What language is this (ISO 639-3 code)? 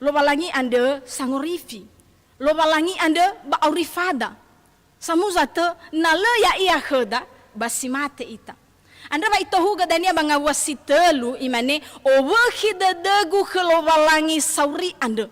nia